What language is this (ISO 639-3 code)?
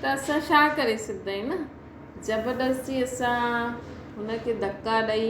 snd